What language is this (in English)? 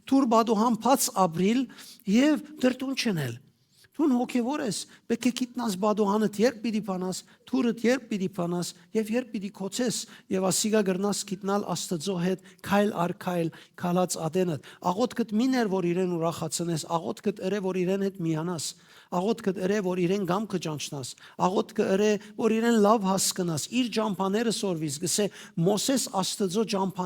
Western Armenian